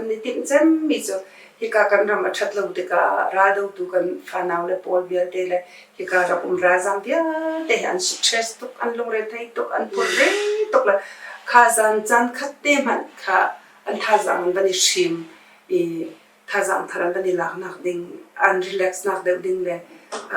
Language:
Hakha Chin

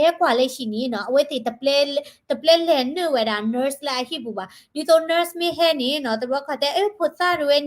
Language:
S'gaw Karen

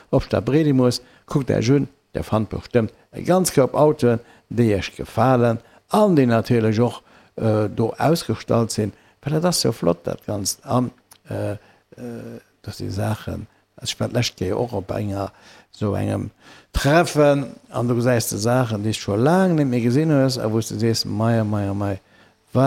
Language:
Luxembourgish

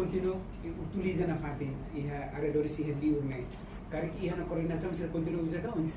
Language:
Tetum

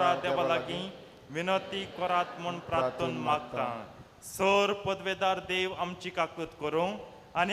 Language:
Konkani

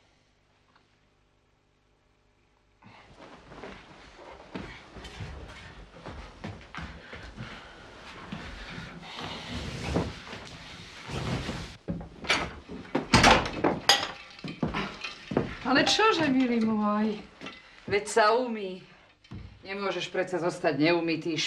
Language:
Slovak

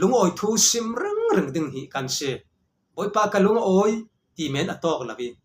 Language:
Falam Chin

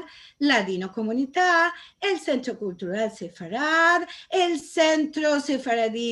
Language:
Ladino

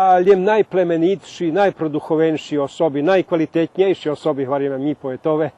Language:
Rusyn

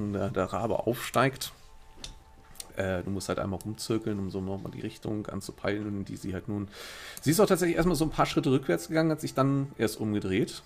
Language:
German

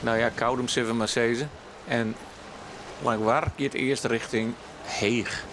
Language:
Western Frisian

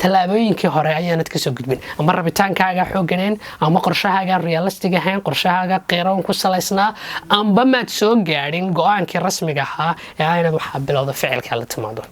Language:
Somali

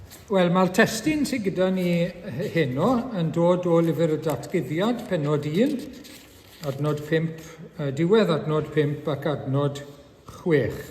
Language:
Welsh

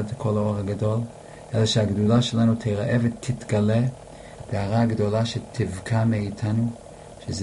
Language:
Hebrew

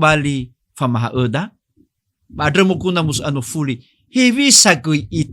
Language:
Nias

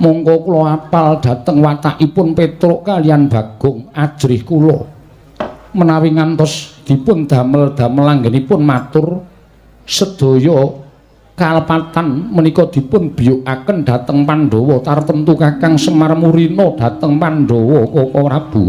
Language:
Javanese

